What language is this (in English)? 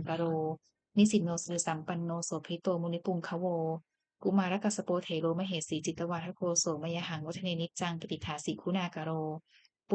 Pali